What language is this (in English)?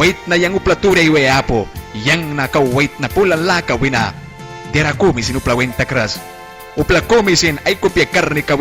Mískito